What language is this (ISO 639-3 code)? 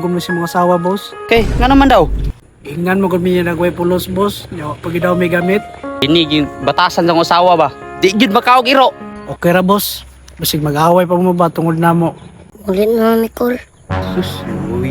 ceb